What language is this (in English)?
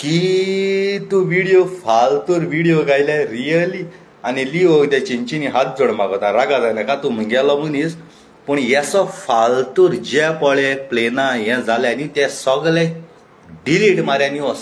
Konkani